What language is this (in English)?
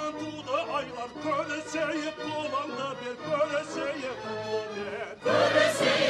Kara-Kalpak